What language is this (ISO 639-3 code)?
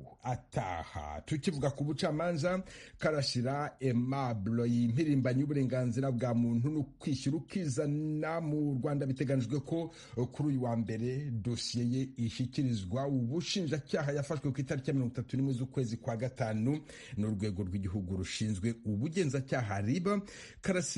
kin